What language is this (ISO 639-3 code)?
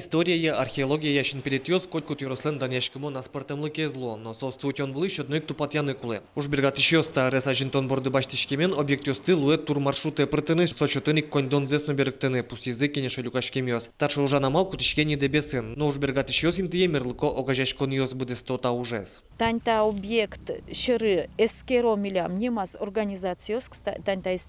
udm